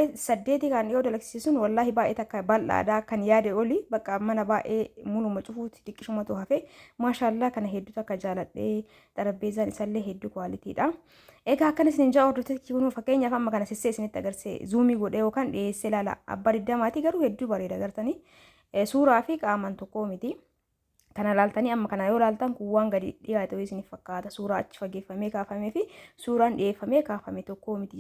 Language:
Oromo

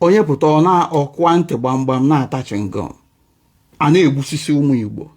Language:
Igbo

